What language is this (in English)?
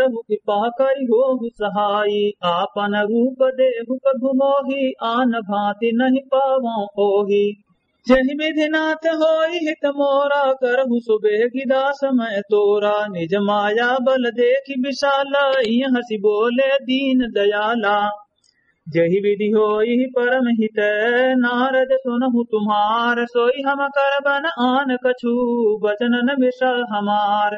Awadhi